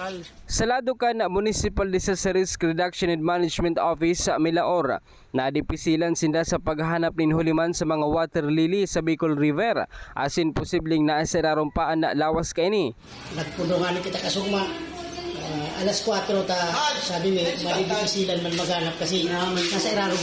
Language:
Bikol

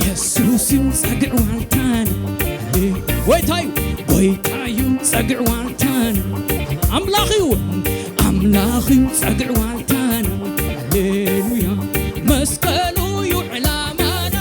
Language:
Tigrinya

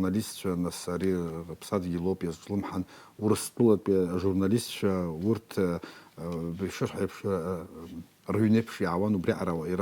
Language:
Abkhazian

